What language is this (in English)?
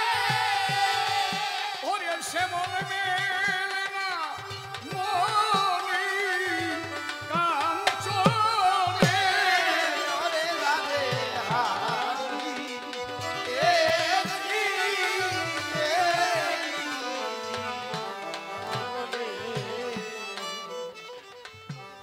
Bangla